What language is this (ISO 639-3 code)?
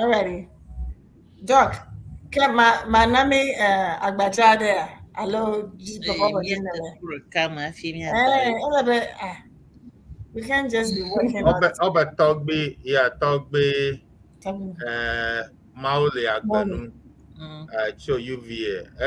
ewe